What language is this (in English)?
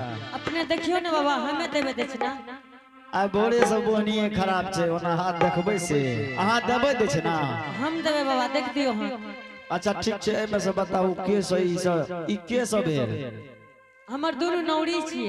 Angika